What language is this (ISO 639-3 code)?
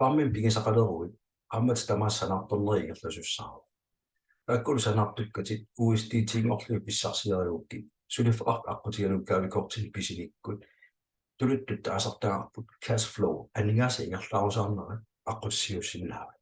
kal